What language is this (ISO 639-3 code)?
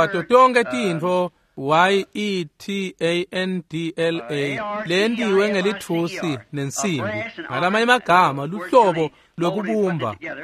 ssw